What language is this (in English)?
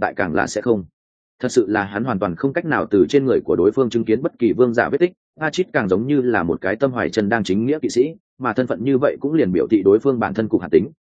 Vietnamese